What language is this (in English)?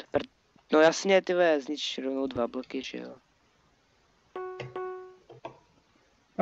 Czech